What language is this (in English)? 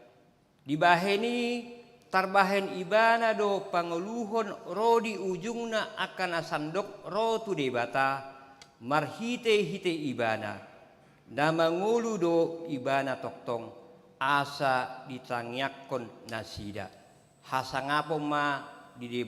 Batak Toba